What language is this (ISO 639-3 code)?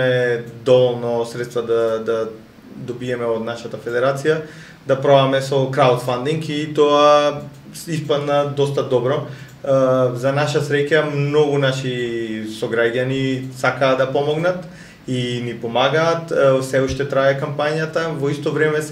mkd